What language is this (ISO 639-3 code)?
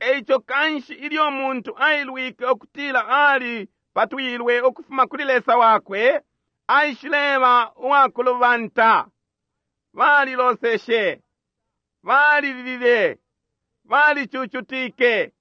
bem